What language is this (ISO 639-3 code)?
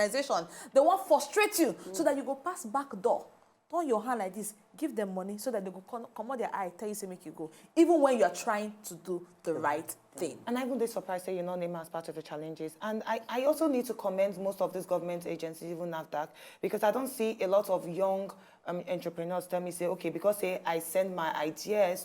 pcm